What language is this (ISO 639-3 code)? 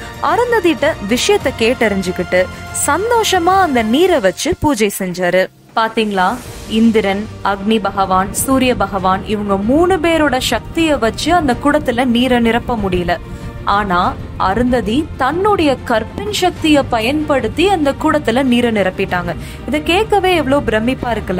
tam